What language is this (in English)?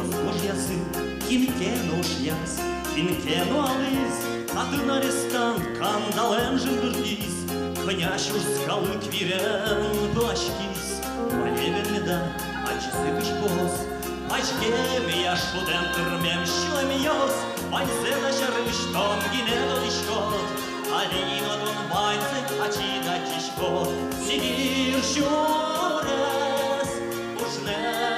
Udmurt